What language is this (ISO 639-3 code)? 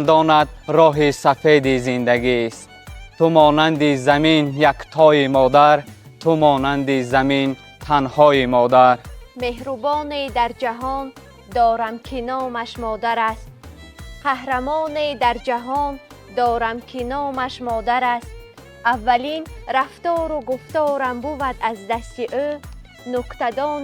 tgk